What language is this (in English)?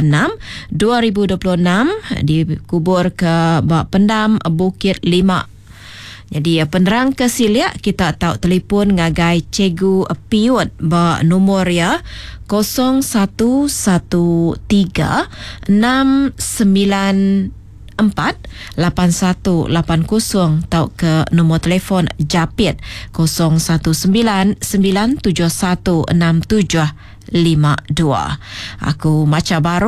Iban